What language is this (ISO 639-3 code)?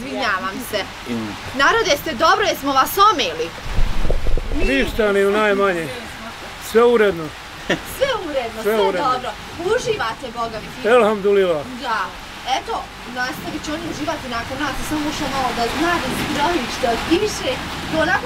bos